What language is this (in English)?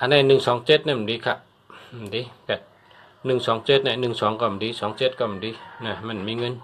Shan